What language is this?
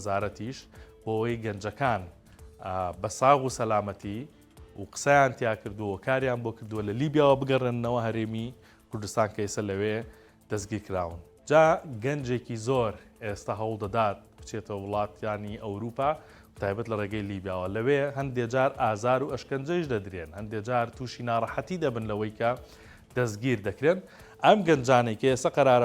Central Kurdish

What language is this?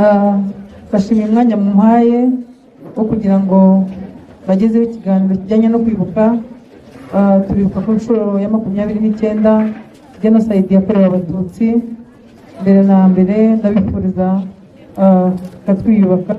Kinyarwanda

